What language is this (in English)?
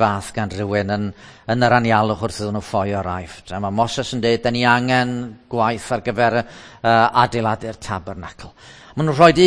Welsh